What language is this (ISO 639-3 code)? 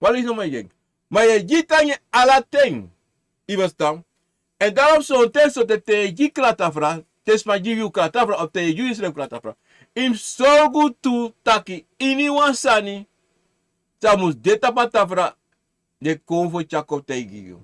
srn